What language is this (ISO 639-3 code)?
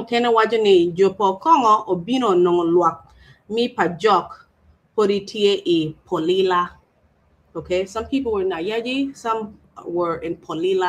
ach